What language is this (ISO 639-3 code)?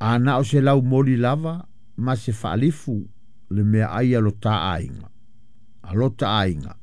smo